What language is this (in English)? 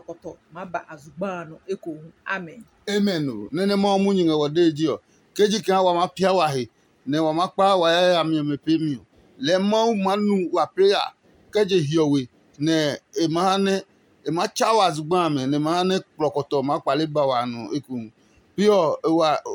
Adangme